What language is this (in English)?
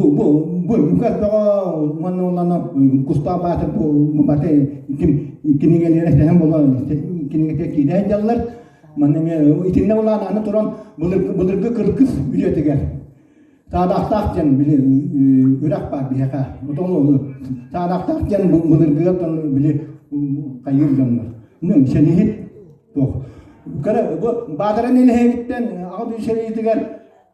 Yakut